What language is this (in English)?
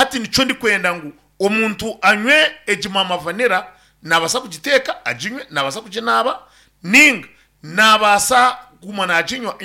Nyankole